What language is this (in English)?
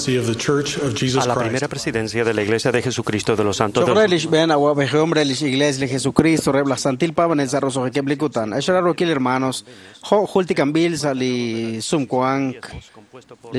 Kekchí